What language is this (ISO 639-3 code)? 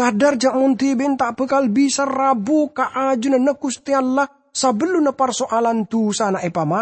mad